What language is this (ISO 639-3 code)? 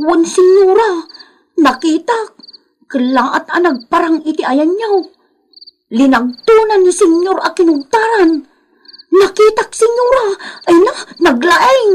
ilo